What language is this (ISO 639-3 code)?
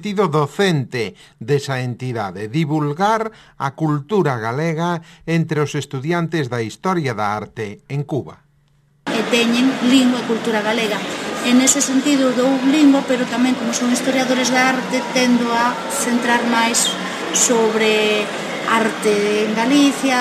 glg